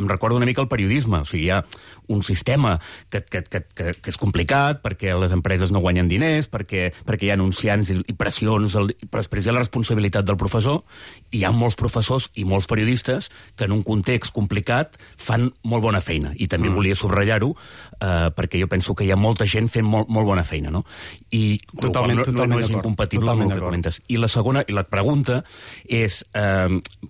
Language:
Catalan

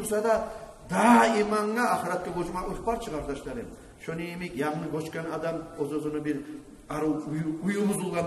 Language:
Kumyk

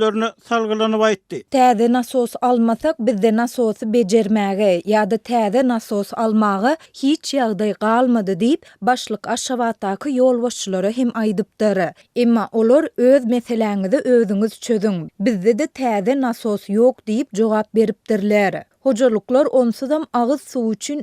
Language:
Turkmen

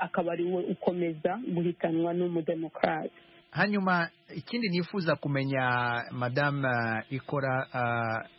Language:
Kinyarwanda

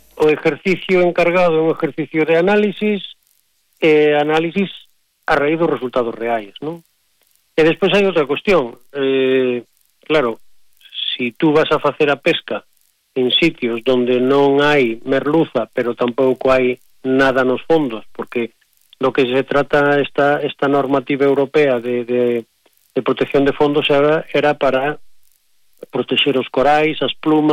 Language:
Galician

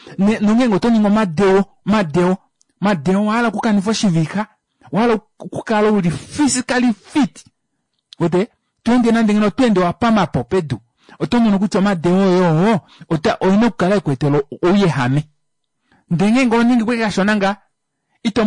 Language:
Kuanyama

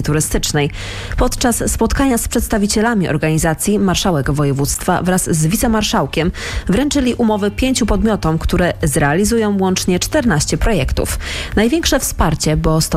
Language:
Polish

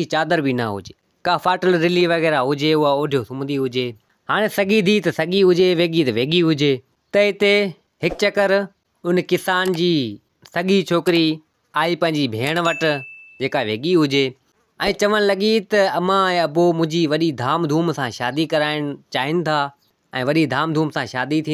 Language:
Sindhi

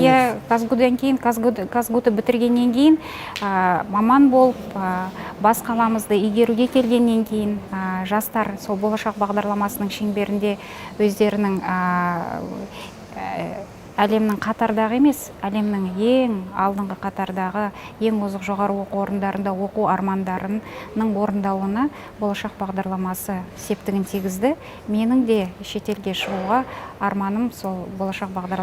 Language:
Kazakh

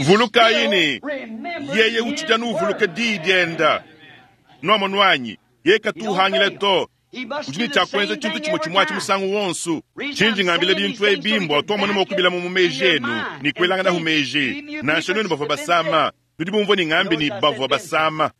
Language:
Luba-Lulua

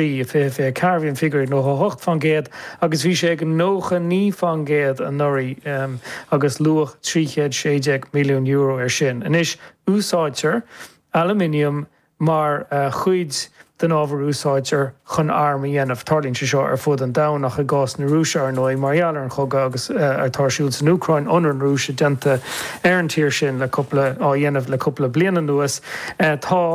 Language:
Irish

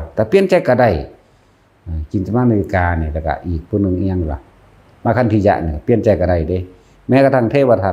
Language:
Lao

